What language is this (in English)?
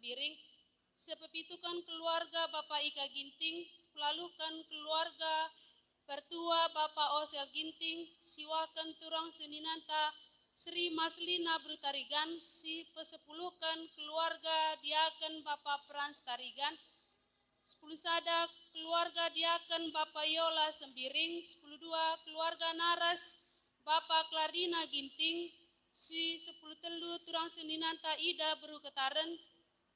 Batak Karo